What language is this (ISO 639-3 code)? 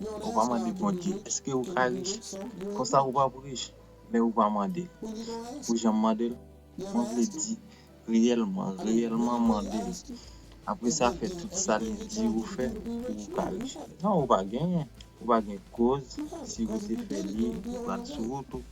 hat